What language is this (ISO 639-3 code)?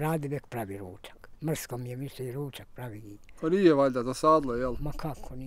bos